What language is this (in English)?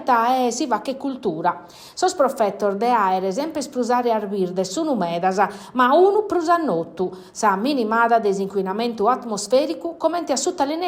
Sardinian